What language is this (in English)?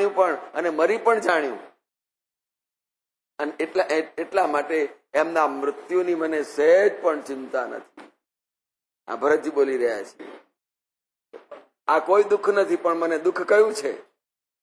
Gujarati